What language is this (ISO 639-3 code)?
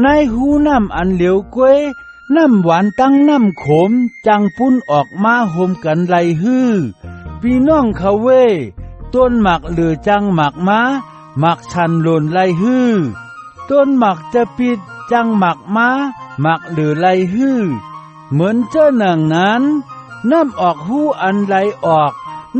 shn